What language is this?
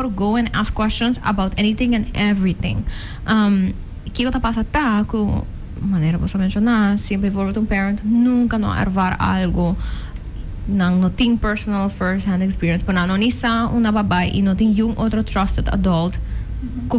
Papiamento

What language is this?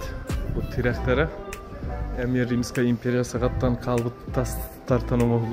Yakut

